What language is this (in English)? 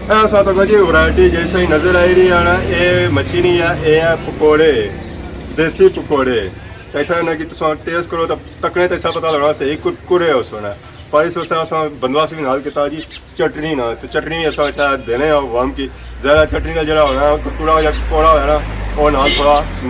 Pahari-Potwari